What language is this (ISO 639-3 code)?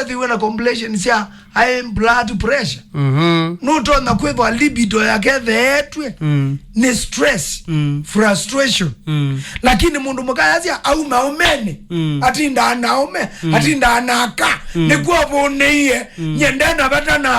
kam